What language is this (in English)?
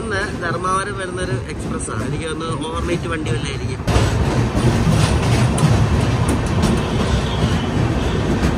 Malayalam